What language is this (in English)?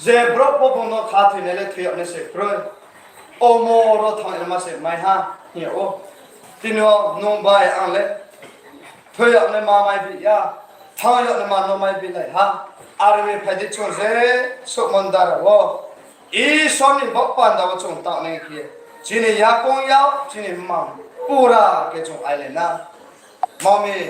Riang (India)